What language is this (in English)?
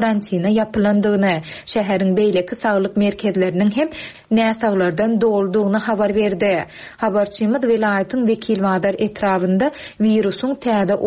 Turkmen